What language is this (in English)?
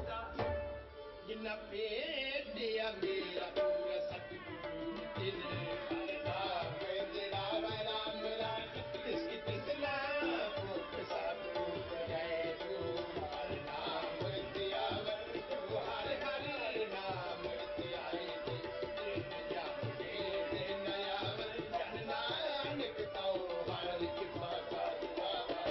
Punjabi